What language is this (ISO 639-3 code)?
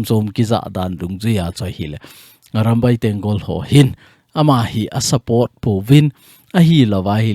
tcz